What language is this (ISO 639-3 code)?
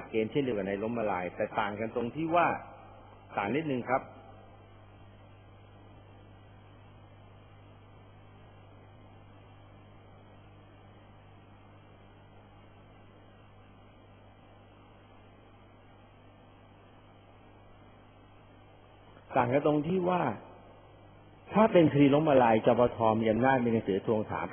tha